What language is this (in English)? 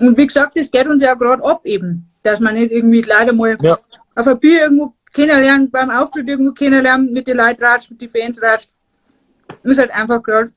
Bavarian